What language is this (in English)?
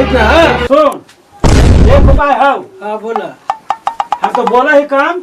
Magahi